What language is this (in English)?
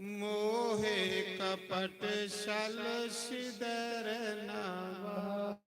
Dogri